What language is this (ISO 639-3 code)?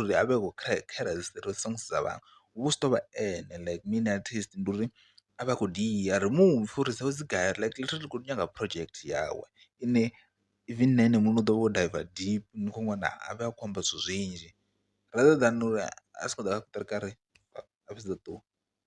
ven